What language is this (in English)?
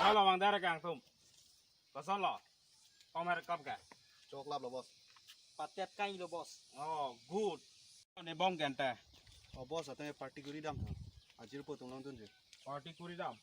Karbi